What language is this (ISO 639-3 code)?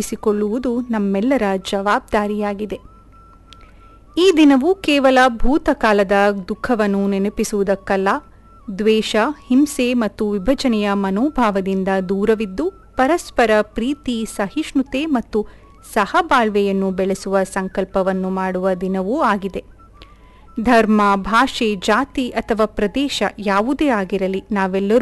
kan